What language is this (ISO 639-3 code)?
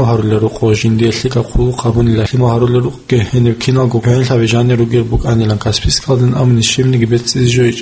ava